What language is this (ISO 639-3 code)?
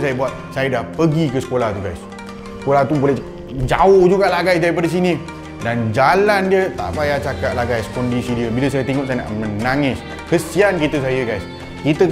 msa